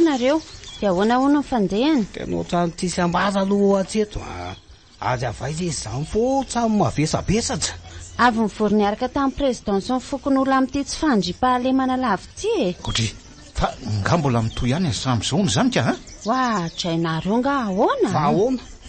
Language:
Malagasy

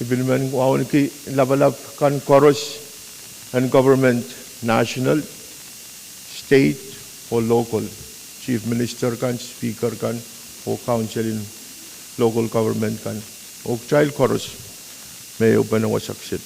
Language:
Pohnpeian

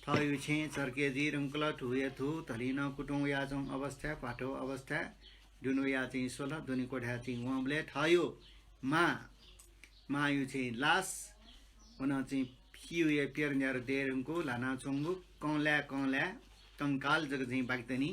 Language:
Newari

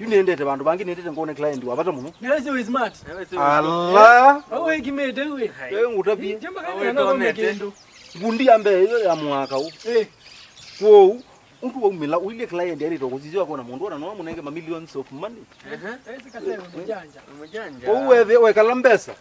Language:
Kamba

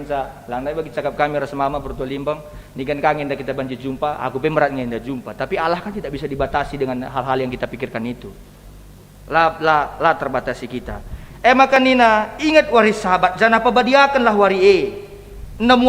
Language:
Batak Karo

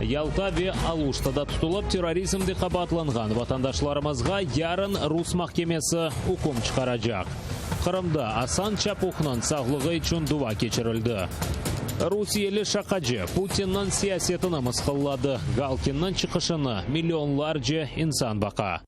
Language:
Crimean Tatar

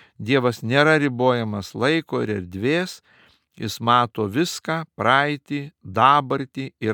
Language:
Lithuanian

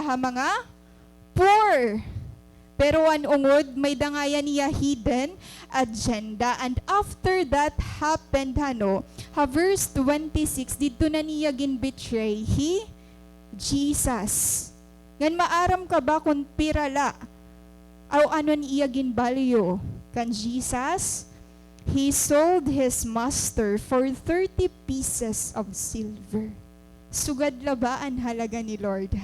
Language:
Waray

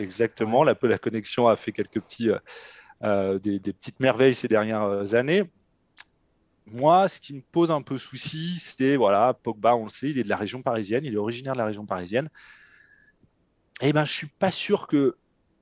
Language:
French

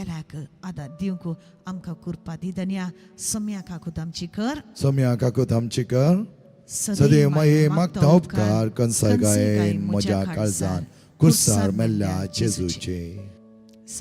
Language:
Konkani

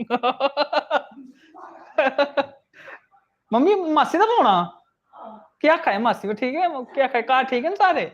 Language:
Dogri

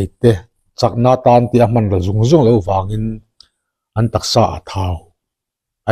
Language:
Mizo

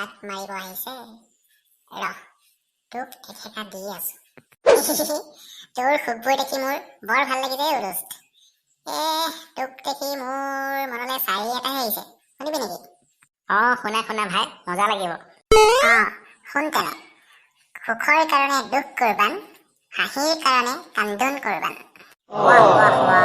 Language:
Assamese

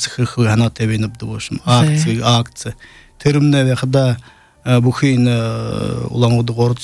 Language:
Buriat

